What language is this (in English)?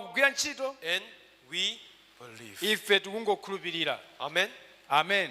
Nyanja